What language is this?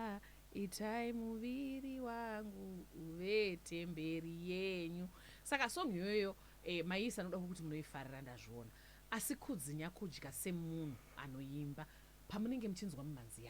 Shona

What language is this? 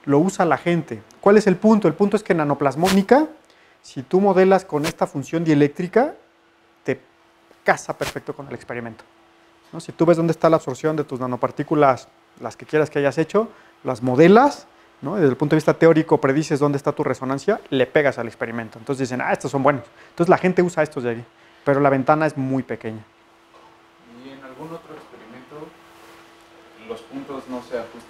Spanish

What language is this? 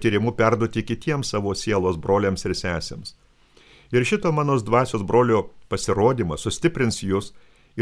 Lithuanian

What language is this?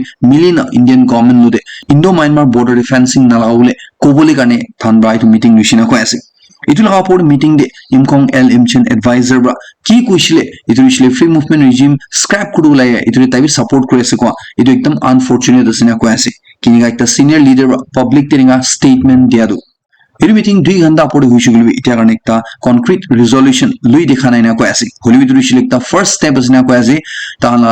Naga Pidgin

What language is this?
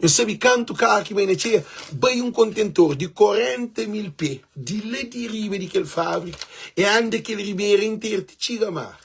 Kabuverdianu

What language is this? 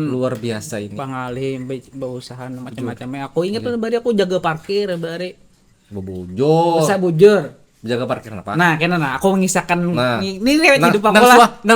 Banjar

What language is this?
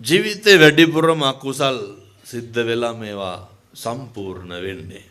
Sinhala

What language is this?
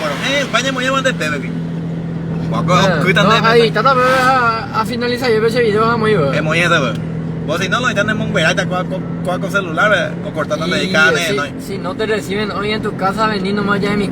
Guarani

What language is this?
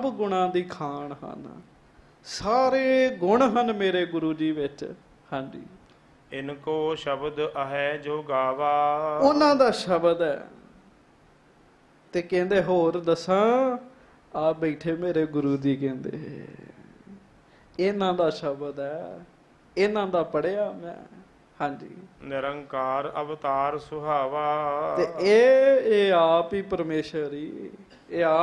Punjabi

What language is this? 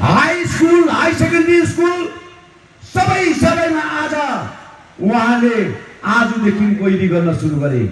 Nepali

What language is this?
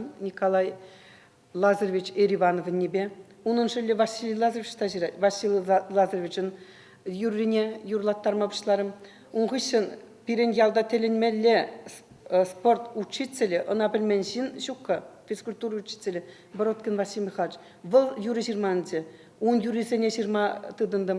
Chuvash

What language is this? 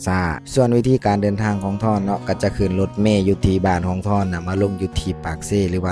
Lao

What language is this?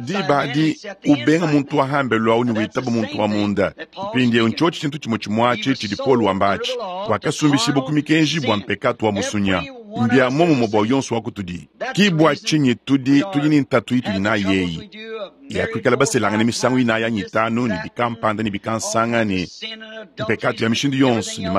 Luba-Lulua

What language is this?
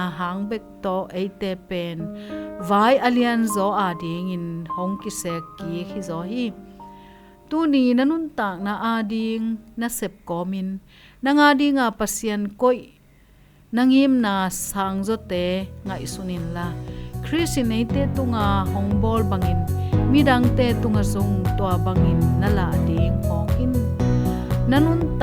Tedim Chin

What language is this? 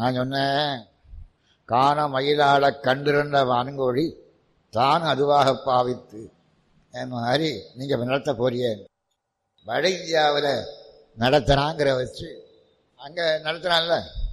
Tamil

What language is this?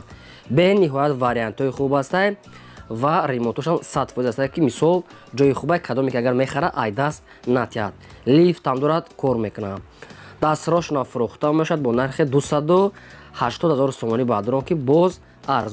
Tajik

